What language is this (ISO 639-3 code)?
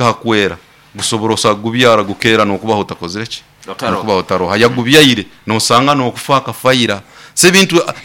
nyo